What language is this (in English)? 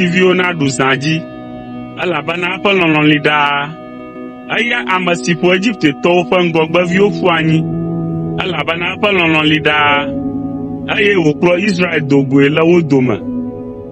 Ewe